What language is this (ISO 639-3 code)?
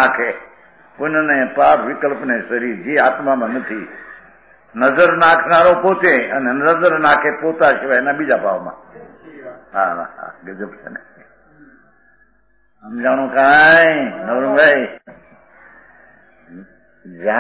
guj